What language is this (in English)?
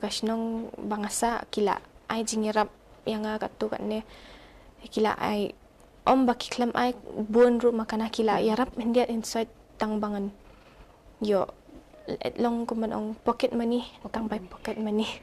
Khasi